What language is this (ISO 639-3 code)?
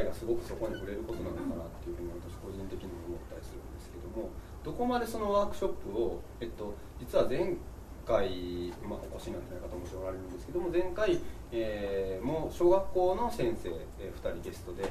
jpn